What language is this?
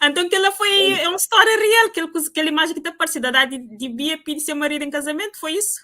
Kabuverdianu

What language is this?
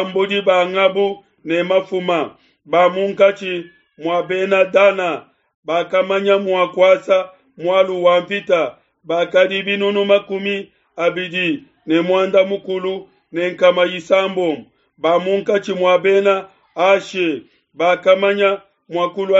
Luba-Lulua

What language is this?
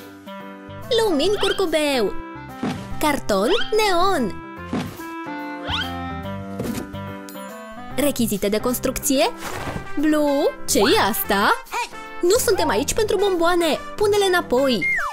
Romanian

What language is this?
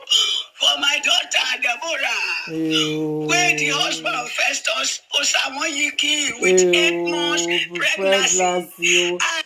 Nigerian Pidgin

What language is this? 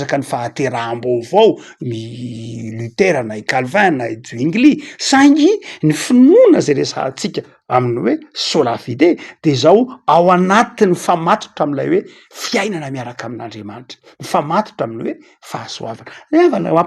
Malagasy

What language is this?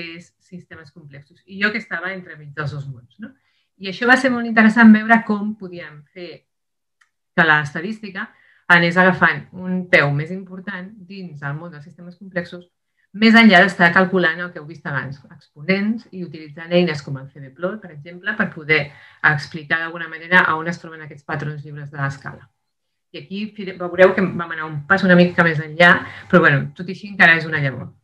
Catalan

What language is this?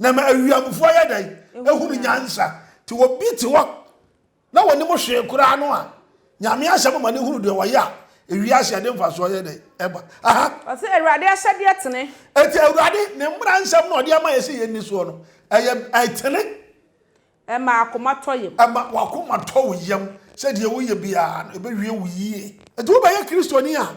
Akan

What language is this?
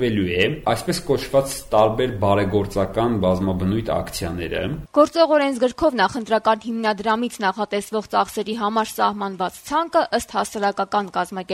Armenian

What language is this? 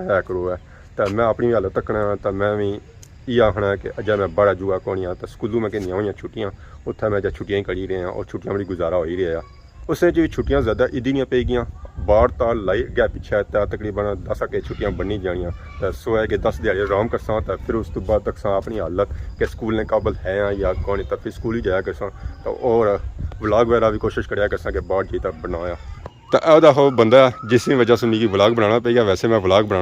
Pahari-Potwari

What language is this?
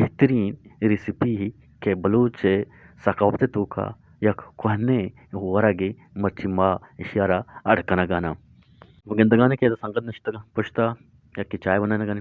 Eastern Balochi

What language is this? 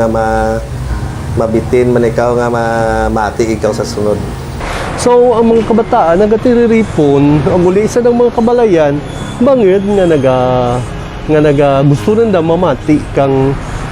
Kinaray-a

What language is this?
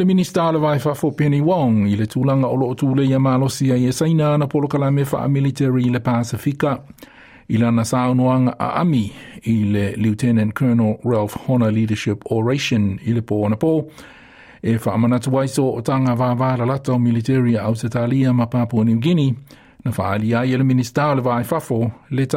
Samoan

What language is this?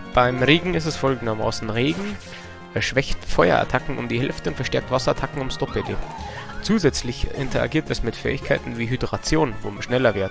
Bavarian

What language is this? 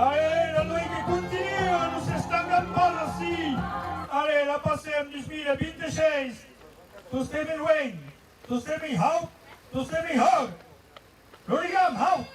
Occitan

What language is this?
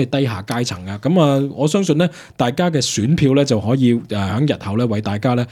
Cantonese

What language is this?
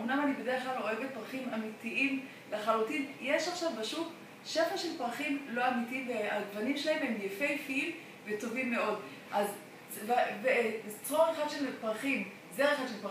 Hebrew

